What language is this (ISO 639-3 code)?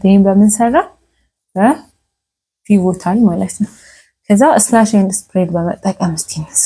amh